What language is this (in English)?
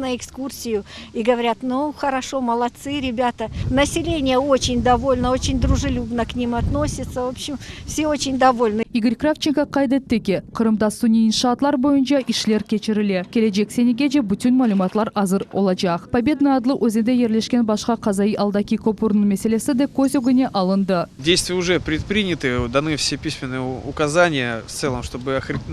Crimean Tatar